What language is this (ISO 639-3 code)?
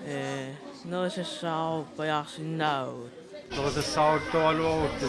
kal